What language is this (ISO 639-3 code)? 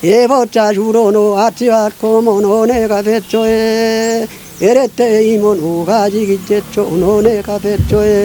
kbr